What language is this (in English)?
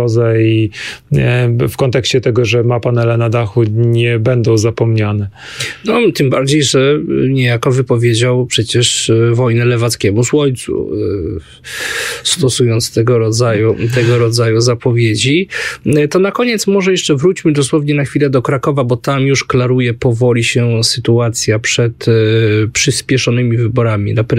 Polish